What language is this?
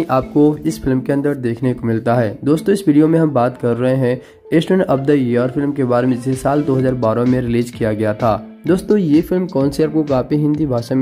Hindi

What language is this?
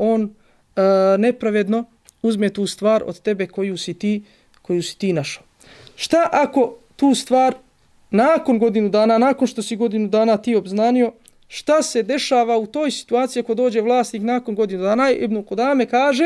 Bosnian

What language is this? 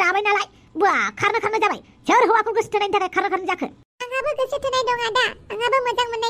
Bodo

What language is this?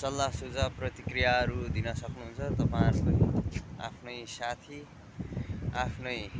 Nepali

